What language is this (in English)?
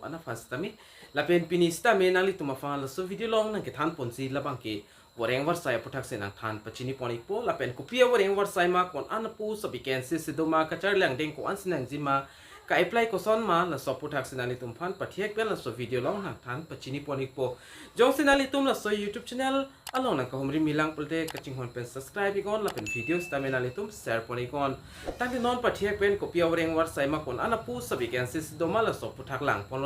Karbi